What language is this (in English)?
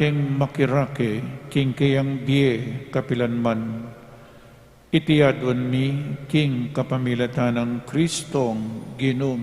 Pampanga